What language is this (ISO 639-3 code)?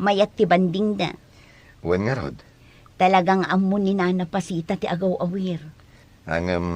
ilo